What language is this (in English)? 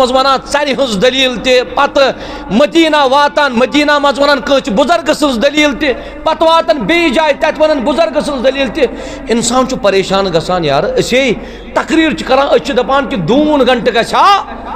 Kashmiri